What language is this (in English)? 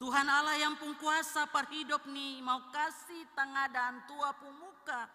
Ambonese Malay